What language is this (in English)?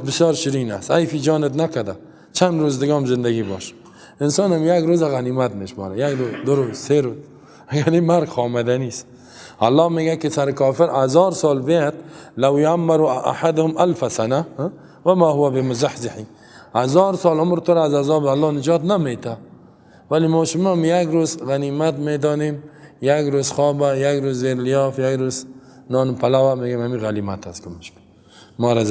Persian